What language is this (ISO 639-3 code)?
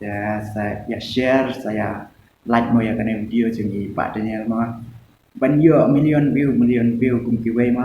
kha